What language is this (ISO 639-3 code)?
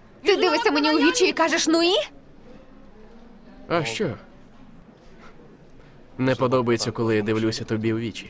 ukr